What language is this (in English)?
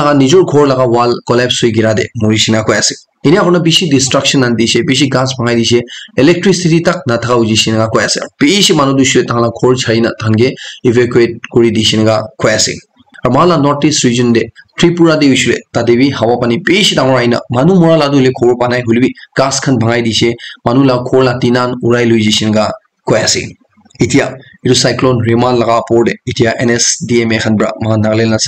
Naga Pidgin